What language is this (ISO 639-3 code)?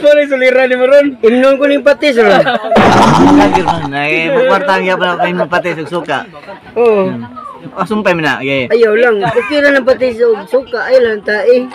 ceb